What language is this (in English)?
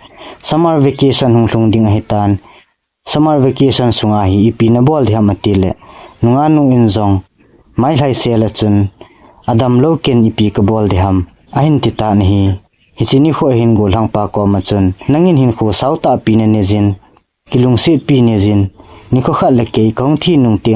Thado Chin